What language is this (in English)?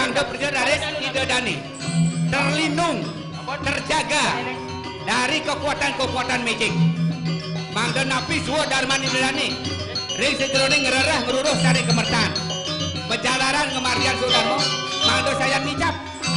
Balinese